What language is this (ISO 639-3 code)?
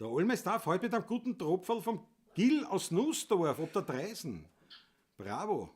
bar